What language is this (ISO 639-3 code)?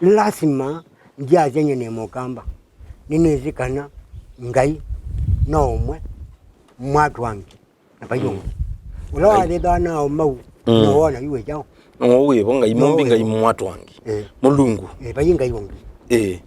kam